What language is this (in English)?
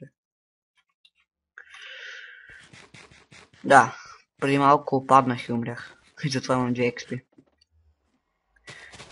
Bulgarian